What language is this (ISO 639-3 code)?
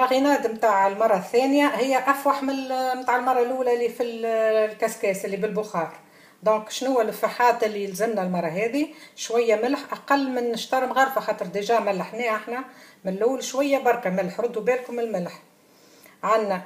aeb